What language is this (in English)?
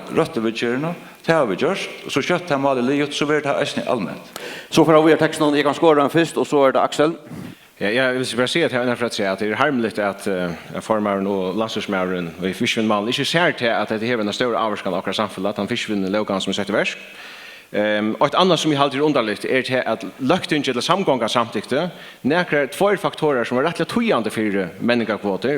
Faroese